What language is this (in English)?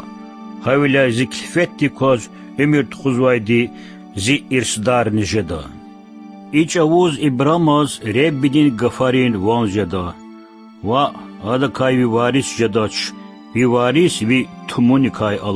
Lezghian